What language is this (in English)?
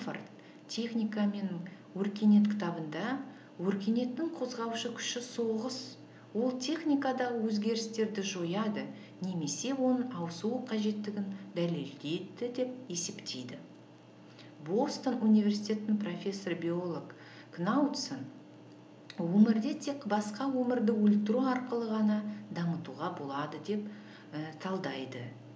Kazakh